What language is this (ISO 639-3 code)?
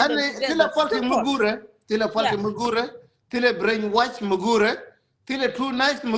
nus